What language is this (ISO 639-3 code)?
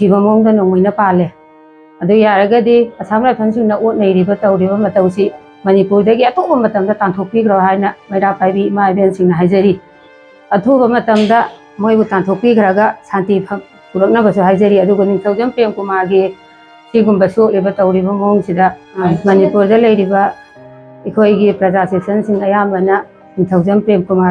mni